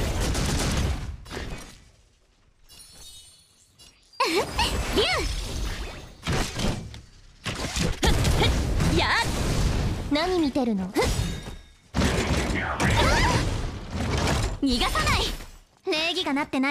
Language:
Japanese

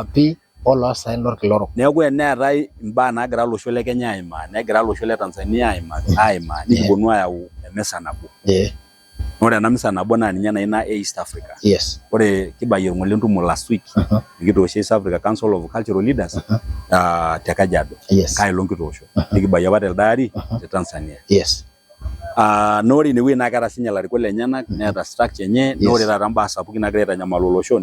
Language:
Masai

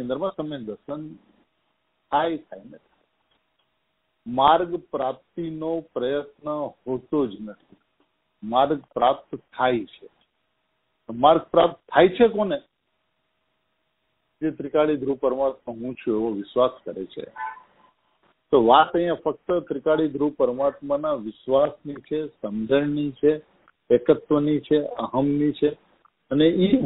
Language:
Gujarati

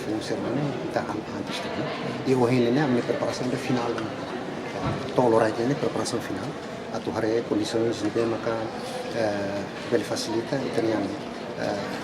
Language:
Tetum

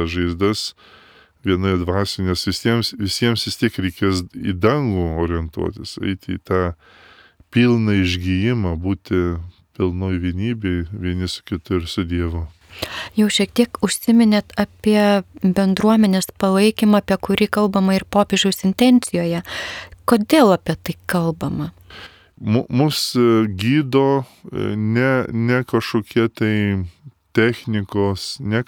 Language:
Lithuanian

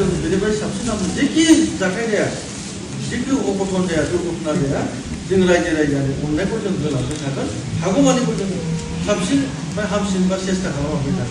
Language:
Bodo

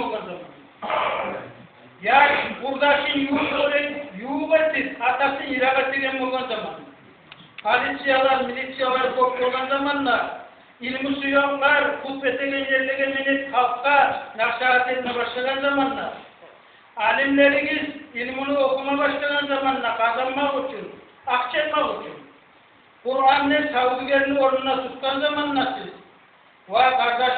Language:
Kumyk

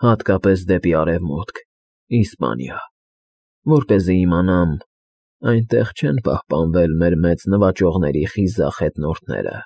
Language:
Armenian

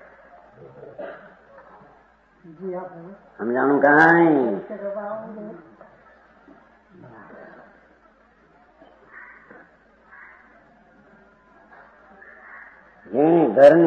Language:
Gujarati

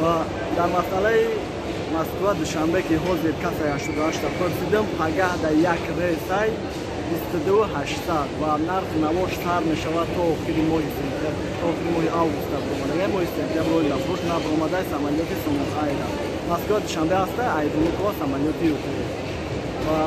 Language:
Tajik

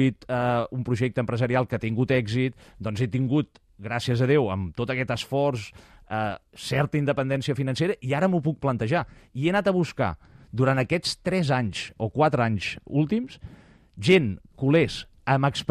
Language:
Catalan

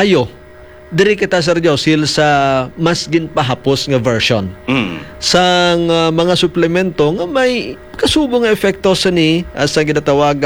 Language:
Hiligaynon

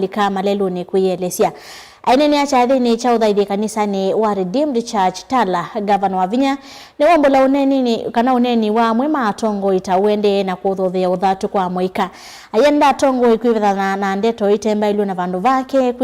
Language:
Kamba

